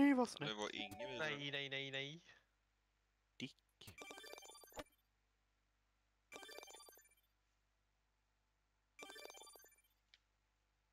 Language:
Swedish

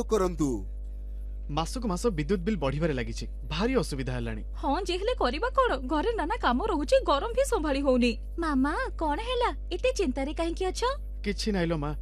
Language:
Odia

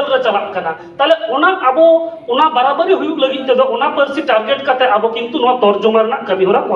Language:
Santali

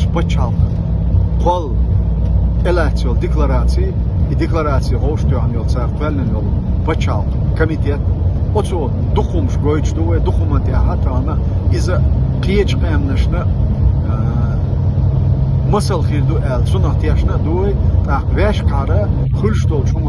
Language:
Chechen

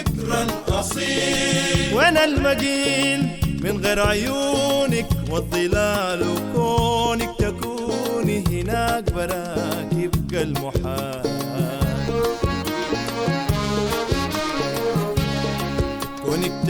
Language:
Arabic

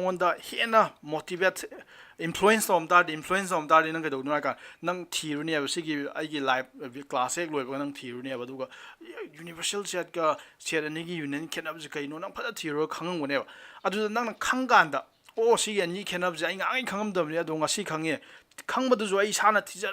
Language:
Manipuri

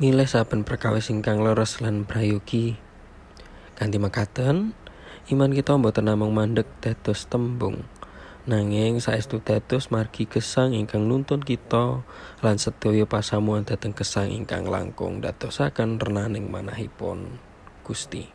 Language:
Javanese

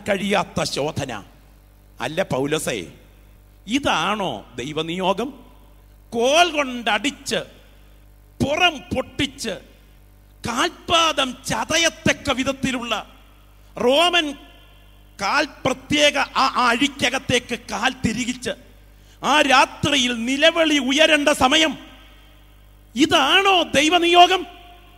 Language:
Malayalam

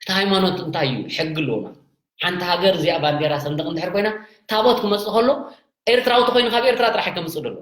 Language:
Tigrinya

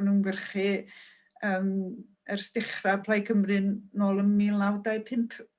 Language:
Welsh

